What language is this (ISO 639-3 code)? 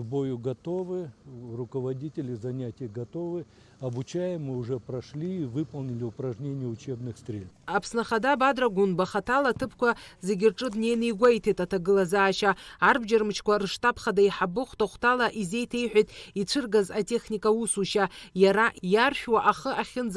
abk